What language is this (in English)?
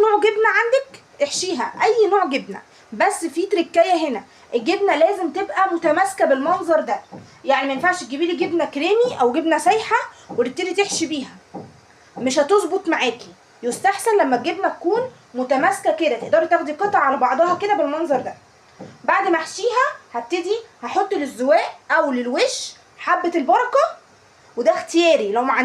Egyptian Arabic